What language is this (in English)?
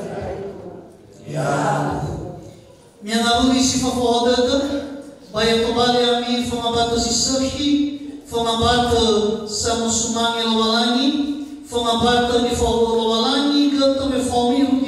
Nias